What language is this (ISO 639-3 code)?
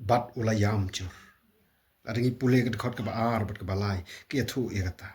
kha